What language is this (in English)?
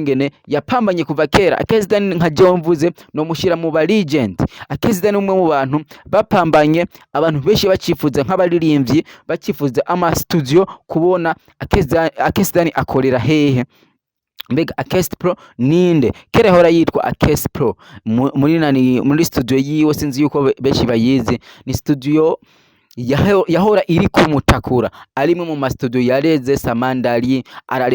Rundi